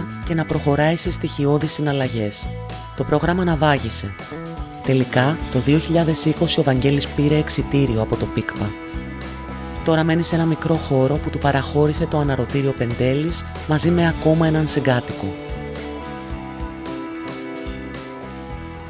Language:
Greek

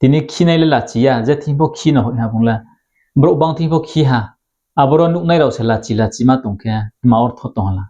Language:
Riang (India)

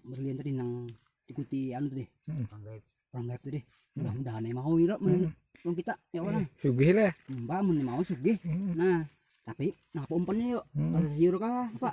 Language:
Banjar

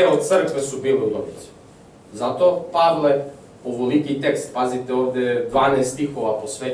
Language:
Serbian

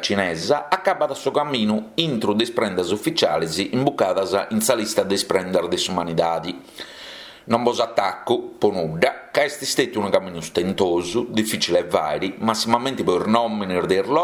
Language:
Sardinian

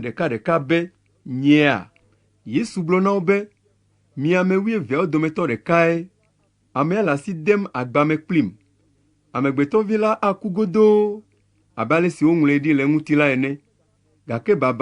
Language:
Ewe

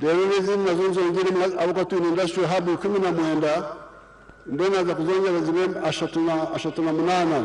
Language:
Nyankole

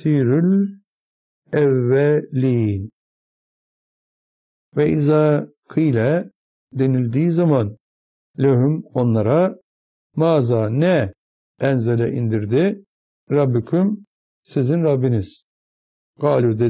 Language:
Turkish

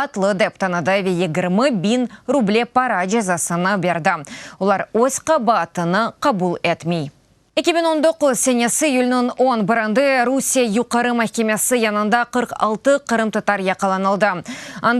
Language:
Crimean Tatar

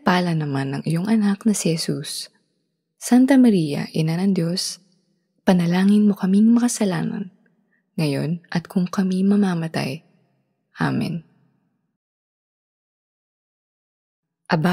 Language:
Filipino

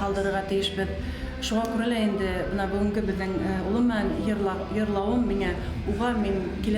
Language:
Bashkir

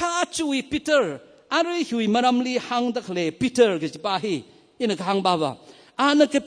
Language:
Tangkhul Naga (India)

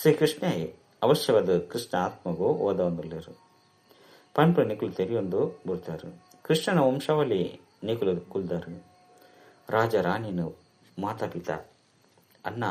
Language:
Tulu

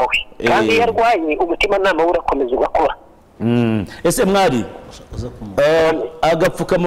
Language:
Kinyarwanda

